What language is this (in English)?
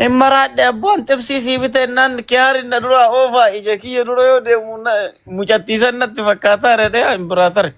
Oromo